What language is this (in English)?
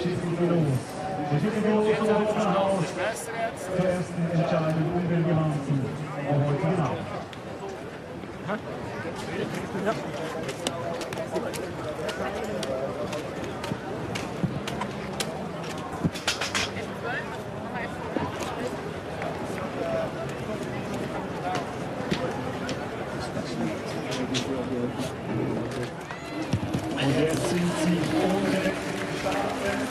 German